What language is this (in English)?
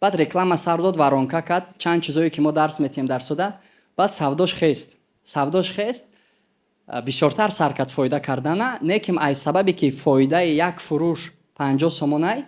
Tajik